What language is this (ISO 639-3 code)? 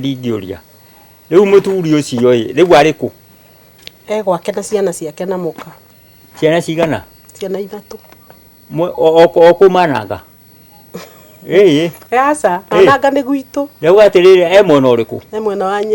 kik